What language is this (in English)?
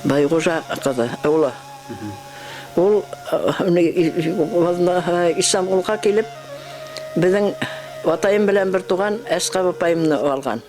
Bashkir